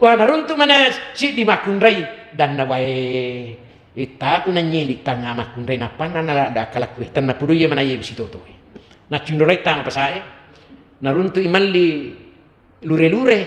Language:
Buginese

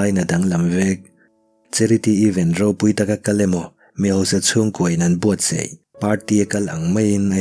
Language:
Mizo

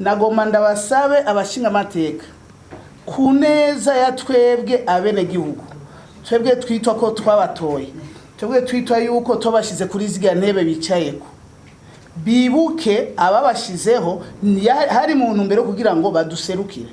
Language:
Rundi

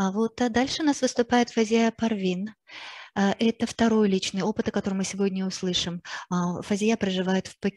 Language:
Russian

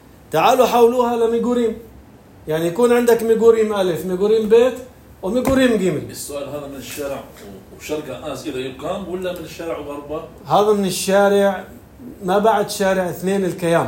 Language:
North Levantine Arabic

